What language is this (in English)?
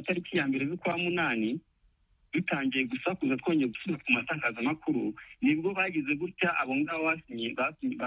Kinyarwanda